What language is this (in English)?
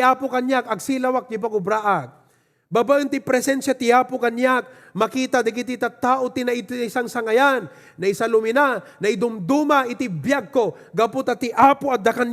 Iloko